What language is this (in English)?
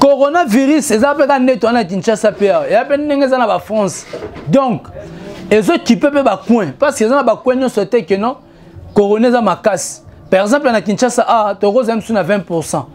Lingala